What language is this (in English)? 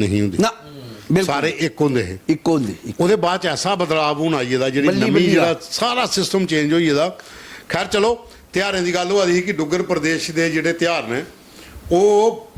Dogri